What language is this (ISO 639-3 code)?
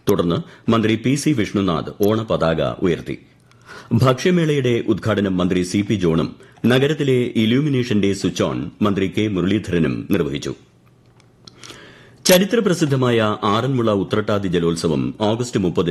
mal